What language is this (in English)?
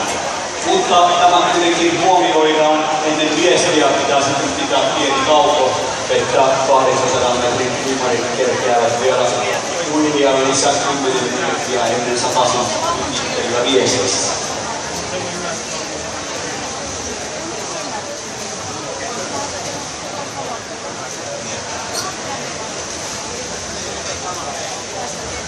Finnish